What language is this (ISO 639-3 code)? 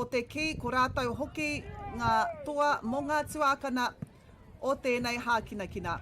mri